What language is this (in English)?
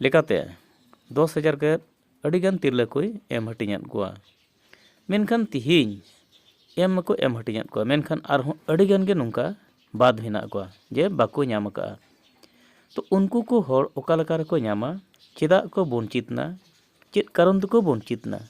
Santali